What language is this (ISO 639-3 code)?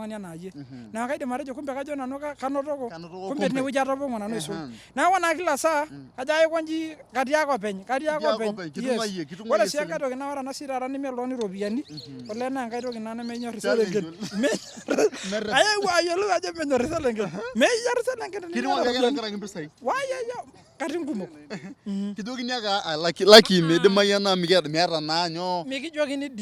mas